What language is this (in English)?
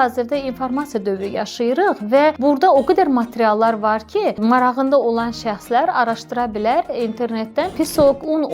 Azerbaijani